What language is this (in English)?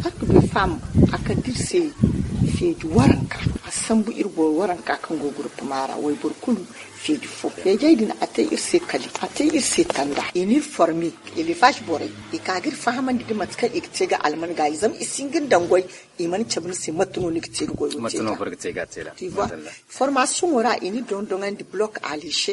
Zarma